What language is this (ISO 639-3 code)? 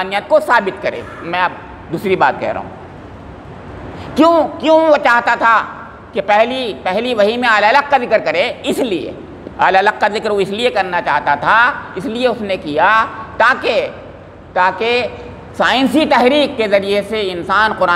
urd